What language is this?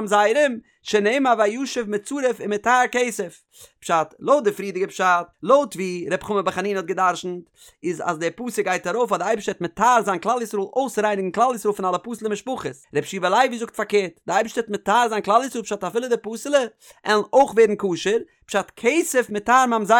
Yiddish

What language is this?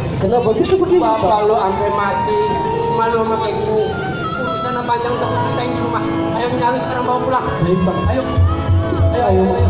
Betawi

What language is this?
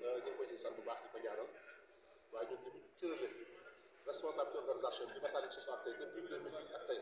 Wolof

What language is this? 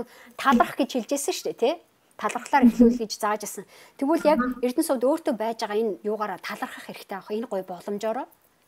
Mongolian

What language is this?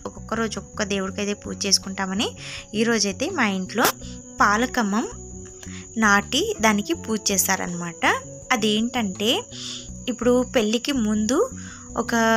Telugu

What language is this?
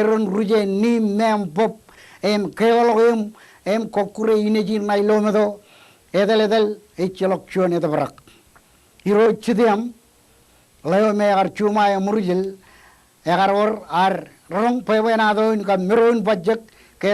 Marshallese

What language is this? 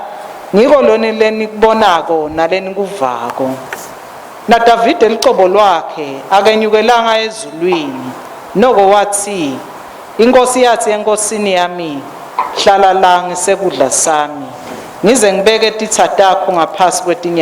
Swati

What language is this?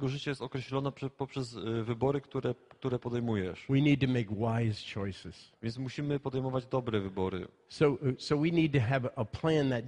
Polish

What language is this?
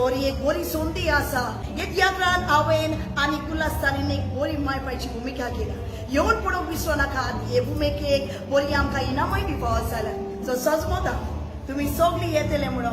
Konkani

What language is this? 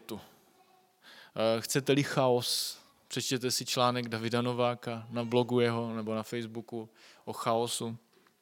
Czech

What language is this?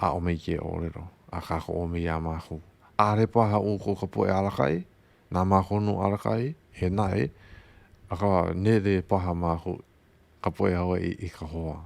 Hawaiian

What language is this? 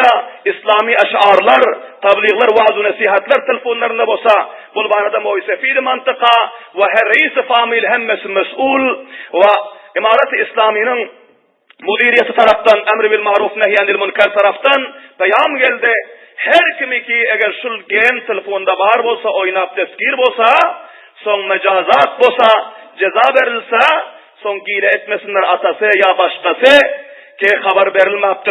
Turkmen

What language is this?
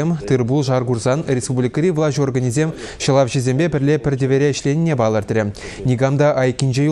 Chuvash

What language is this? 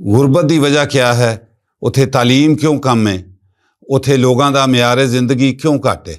Western Panjabi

